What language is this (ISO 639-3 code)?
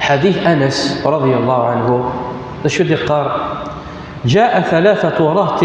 kab